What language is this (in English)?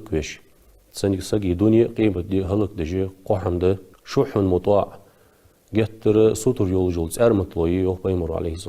Ingush